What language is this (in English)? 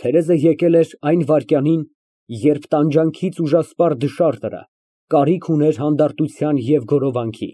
Armenian